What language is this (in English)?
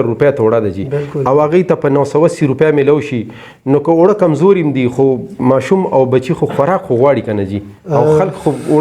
Pashto